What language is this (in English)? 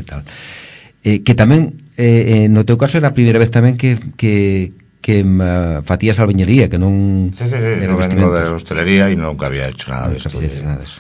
Galician